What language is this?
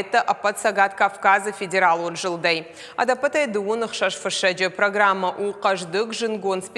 Ossetic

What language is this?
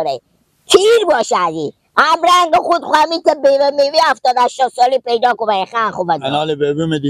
Persian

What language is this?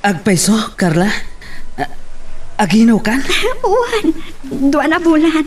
Iloko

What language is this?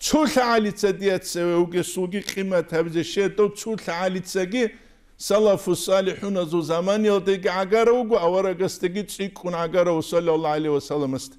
Avaric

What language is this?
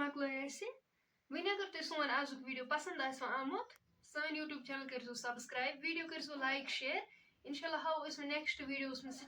Kashmiri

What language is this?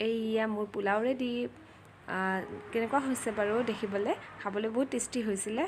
Assamese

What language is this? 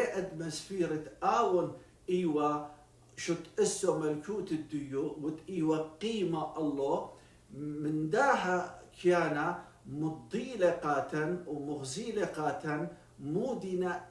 Assyrian Neo-Aramaic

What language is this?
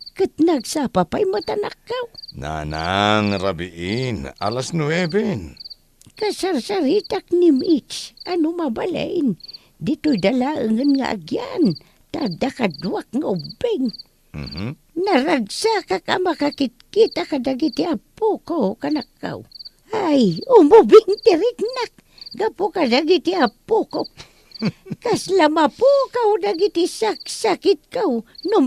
Iloko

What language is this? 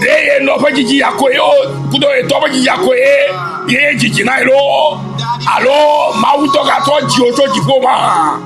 Ewe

